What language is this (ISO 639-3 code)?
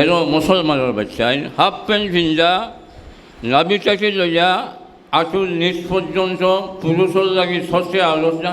syl